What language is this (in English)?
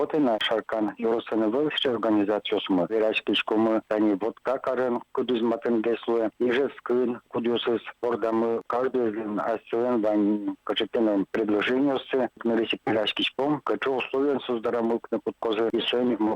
Udmurt